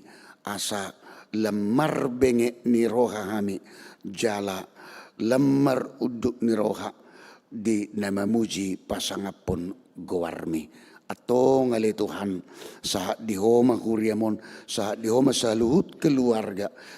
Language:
Batak Toba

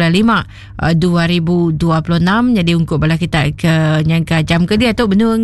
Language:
Iban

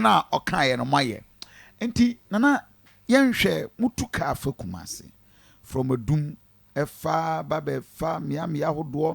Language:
Akan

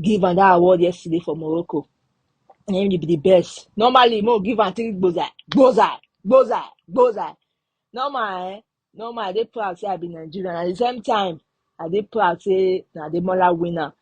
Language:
Nigerian Pidgin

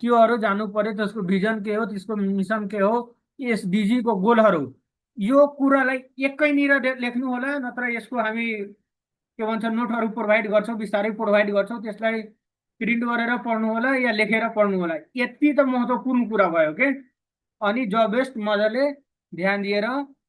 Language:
Nepali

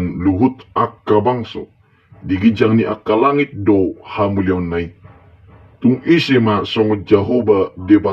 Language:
Batak Toba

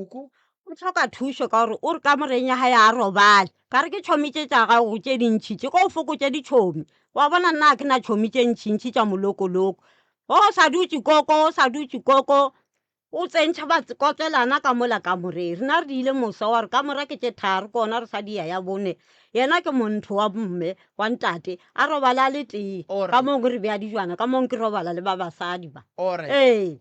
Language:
Northern Sotho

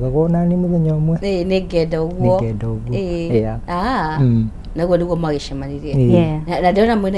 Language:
Kikuyu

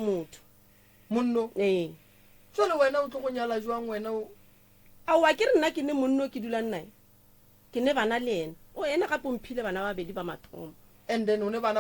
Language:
Northern Sotho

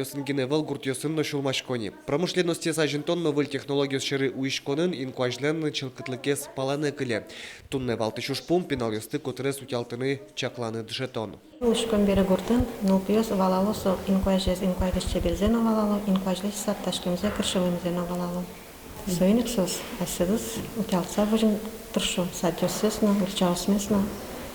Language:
Udmurt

